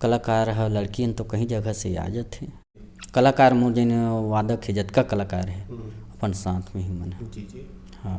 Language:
Chhattisgarhi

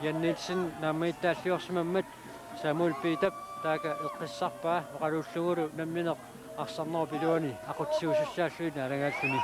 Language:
Kalaallisut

